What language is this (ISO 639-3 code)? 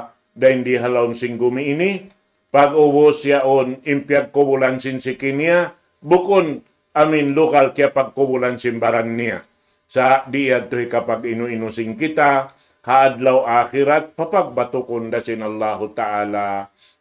tsg